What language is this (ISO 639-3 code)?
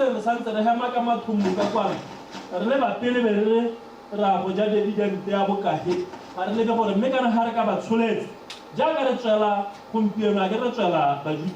tsn